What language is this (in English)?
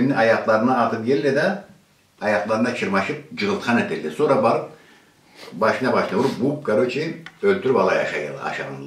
Karachay-Balkar